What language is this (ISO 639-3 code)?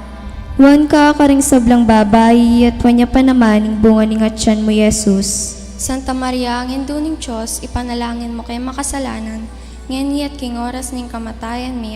pam